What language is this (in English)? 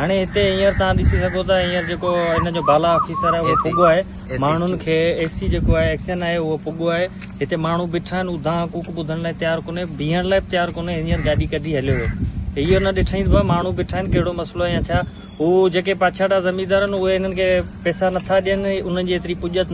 Sindhi